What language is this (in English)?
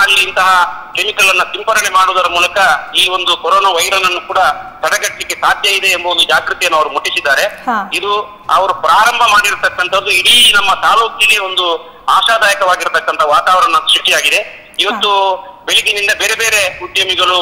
Kannada